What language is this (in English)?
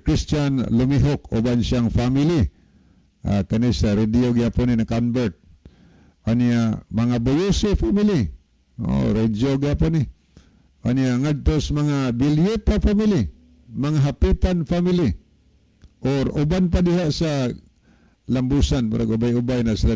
Cebuano